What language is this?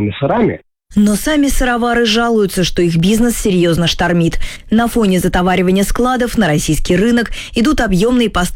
Russian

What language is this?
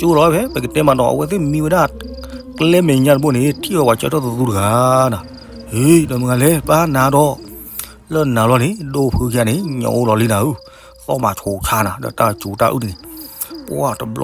S'gaw Karen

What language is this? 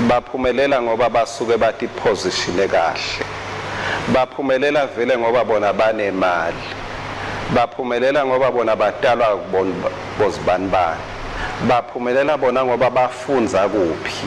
Swati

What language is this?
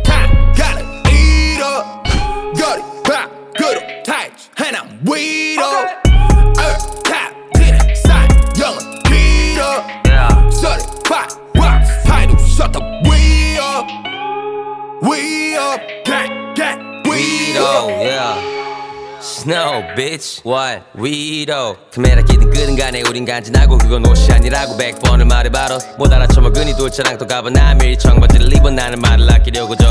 Korean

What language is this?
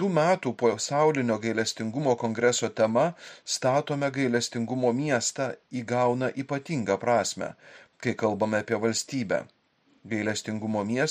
Lithuanian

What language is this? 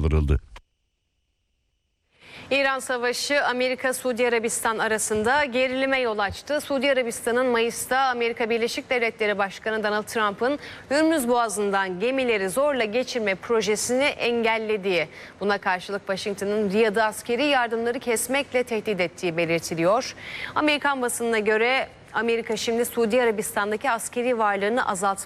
Turkish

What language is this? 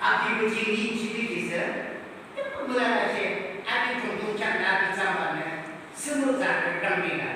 Yimchungru Naga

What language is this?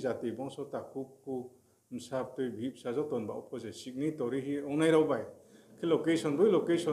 Riang (India)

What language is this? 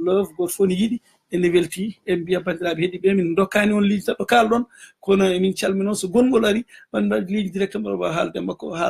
Fula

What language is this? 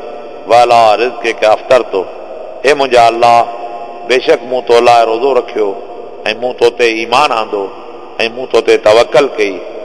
Sindhi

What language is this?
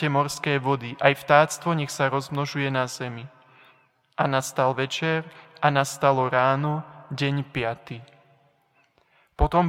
Slovak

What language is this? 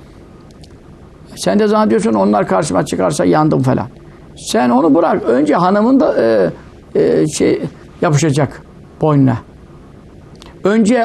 Turkish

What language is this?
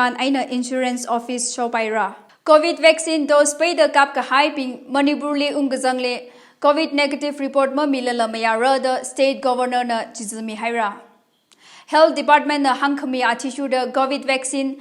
Tangkhul Naga (India)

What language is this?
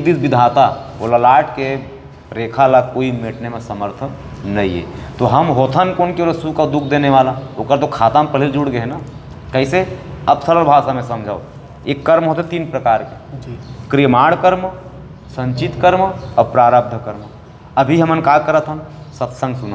Chhattisgarhi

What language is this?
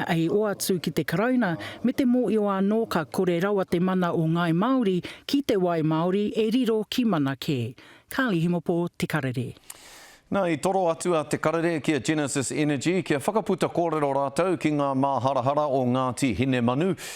Māori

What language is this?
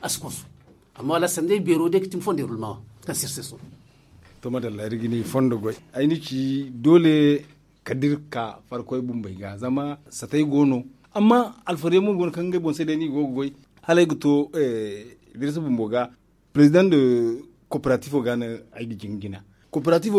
Zarma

